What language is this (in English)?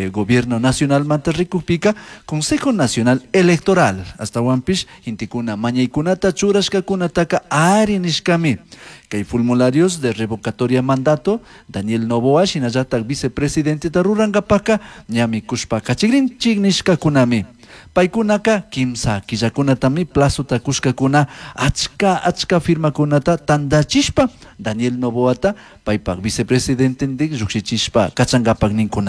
Chimborazo Highland Quichua